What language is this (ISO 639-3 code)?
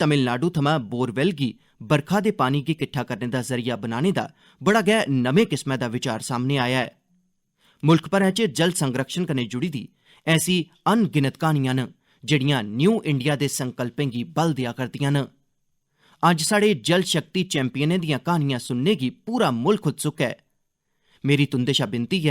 doi